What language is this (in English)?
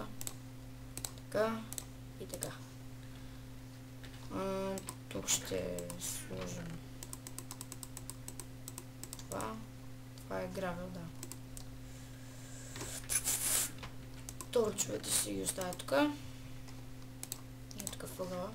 Bulgarian